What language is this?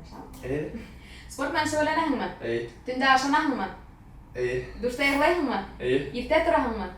Bashkir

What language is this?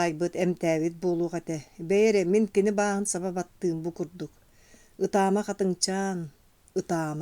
Yakut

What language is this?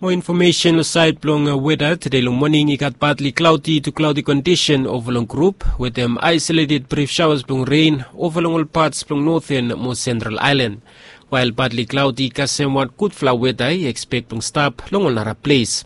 Bislama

